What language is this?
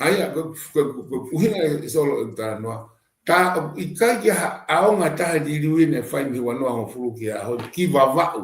Tongan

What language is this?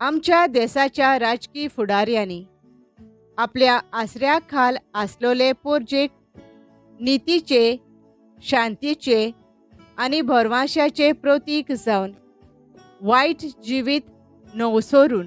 Konkani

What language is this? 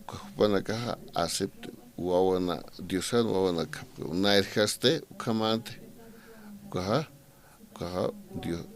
Aymara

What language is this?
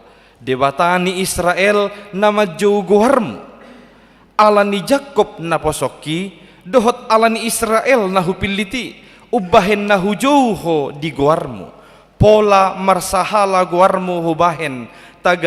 Batak Toba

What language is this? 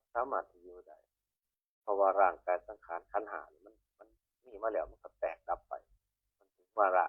Northeastern Thai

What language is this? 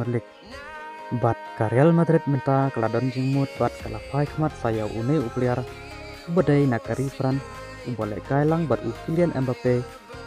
Khasi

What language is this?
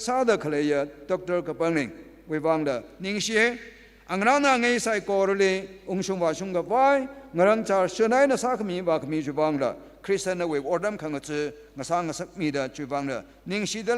Tangkhul Naga (India)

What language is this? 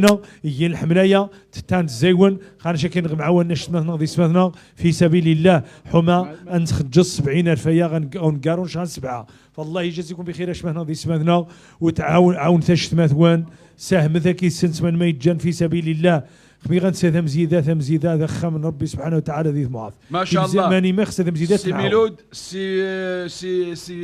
Moroccan Arabic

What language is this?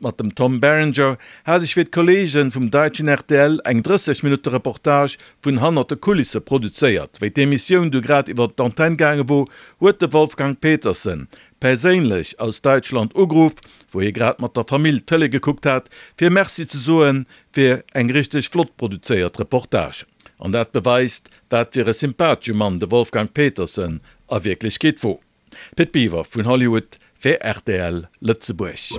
Luxembourgish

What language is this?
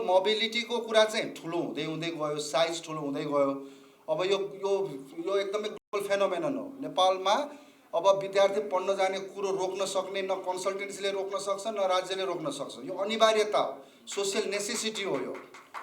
Nepali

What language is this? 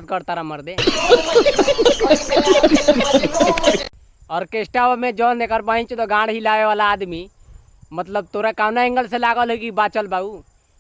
Bhojpuri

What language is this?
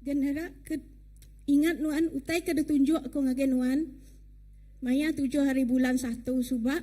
Iban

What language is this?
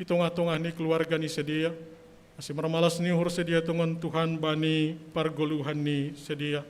Batak Simalungun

